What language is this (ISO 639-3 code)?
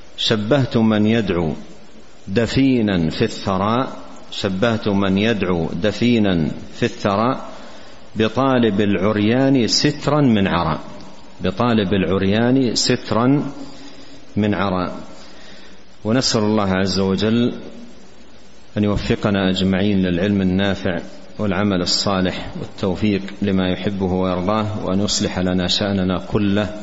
ara